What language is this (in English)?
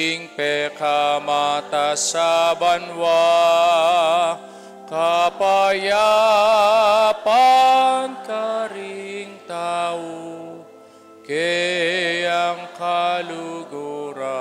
Pampanga